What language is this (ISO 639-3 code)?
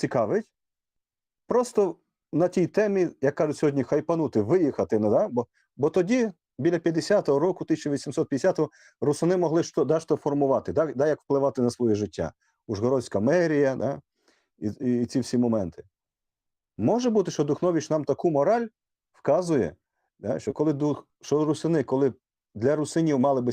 rue